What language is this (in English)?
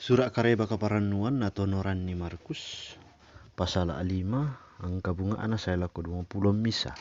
Toraja-Sa'dan